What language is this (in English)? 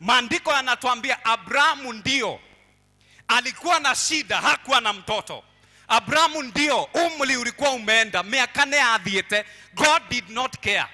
Kikuyu